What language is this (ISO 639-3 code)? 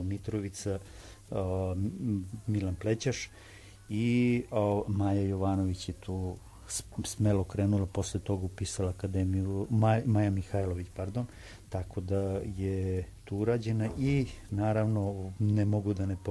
srp